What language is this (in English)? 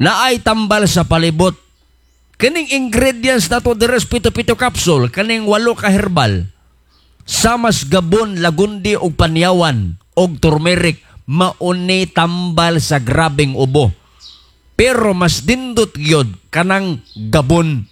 Cebuano